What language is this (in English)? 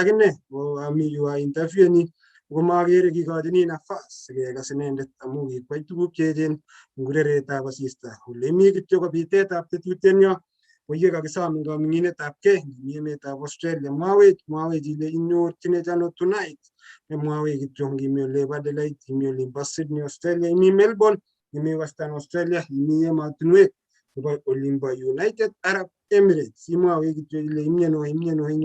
Kalenjin